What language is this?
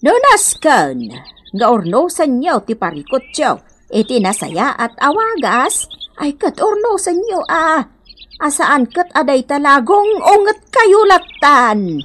Iloko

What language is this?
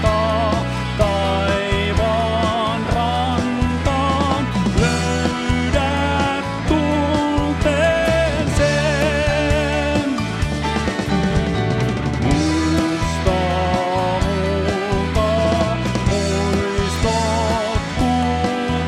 Finnish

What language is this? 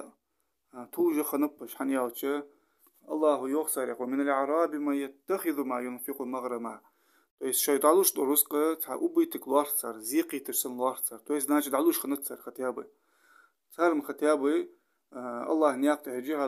Ingush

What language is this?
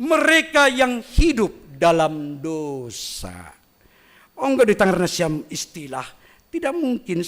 Batak Simalungun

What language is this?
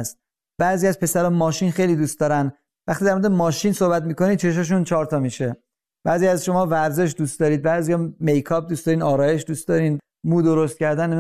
Persian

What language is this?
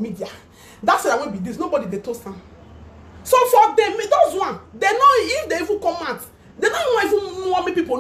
Nigerian Pidgin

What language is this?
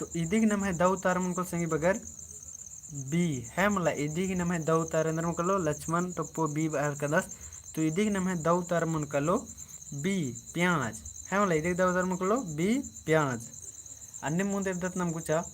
Kurukh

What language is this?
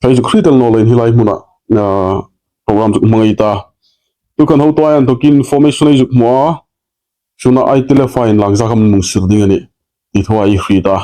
Hmar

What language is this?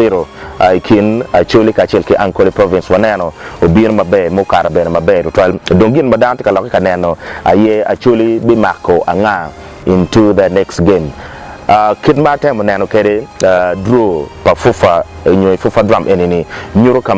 Acoli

